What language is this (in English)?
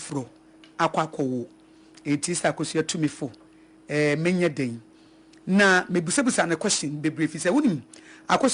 Akan